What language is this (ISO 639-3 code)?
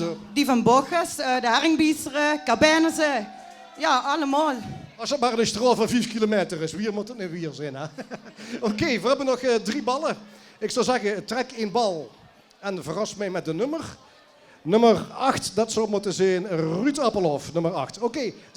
lim